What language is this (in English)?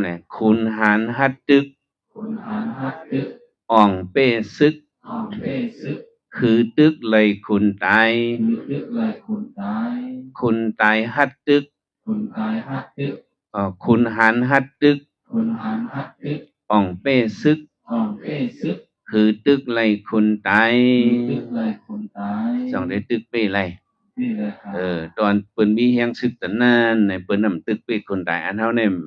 Shan